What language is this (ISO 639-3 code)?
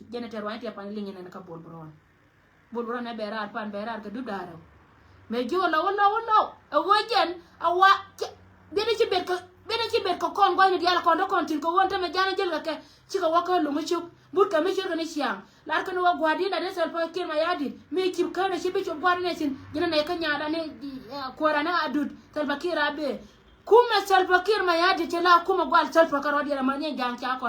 nus